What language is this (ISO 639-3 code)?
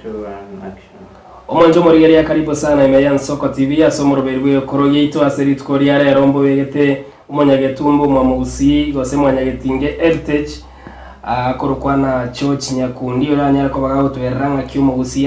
guz